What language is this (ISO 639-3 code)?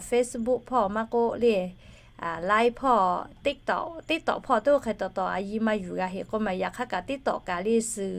lhu